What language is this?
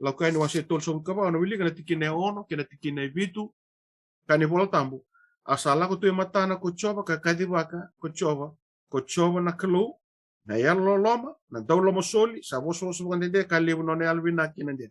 Fijian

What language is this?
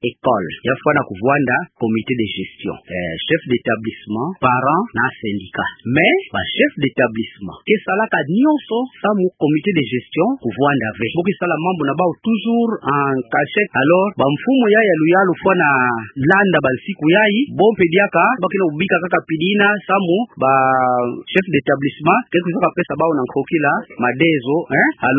Kituba (Democratic Republic of Congo)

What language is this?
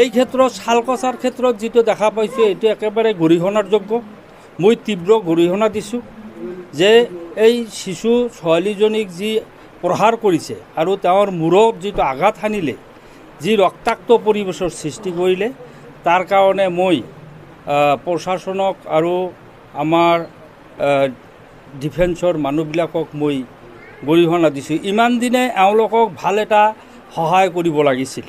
Assamese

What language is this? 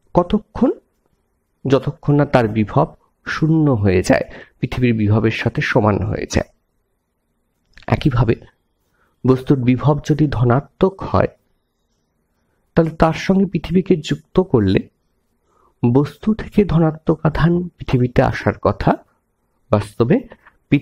Bangla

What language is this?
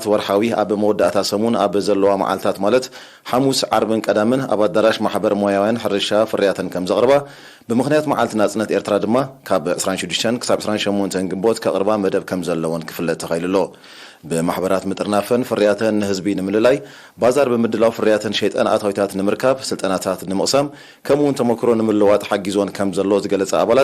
Tigrinya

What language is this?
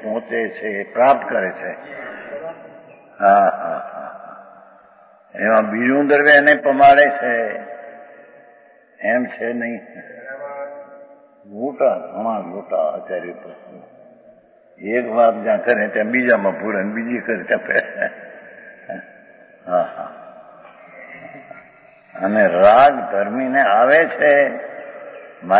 Gujarati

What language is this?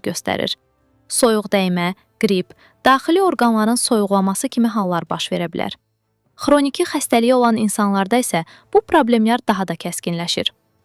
Azerbaijani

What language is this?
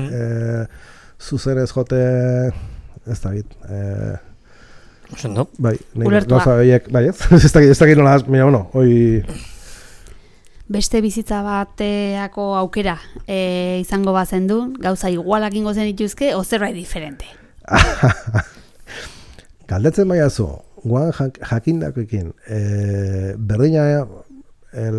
Basque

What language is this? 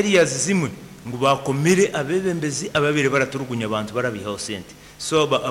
Nyankole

